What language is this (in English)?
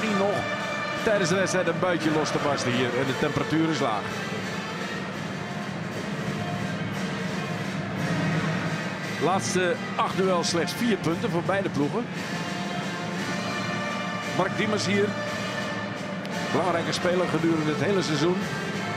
Dutch